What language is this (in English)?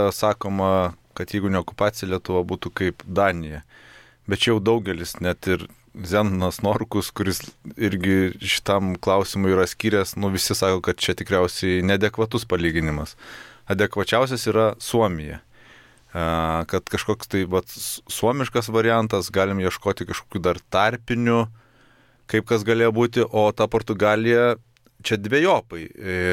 Lithuanian